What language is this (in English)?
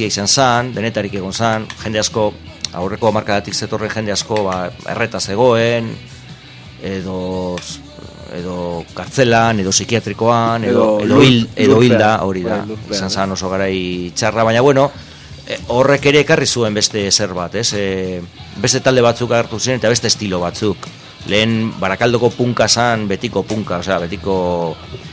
Basque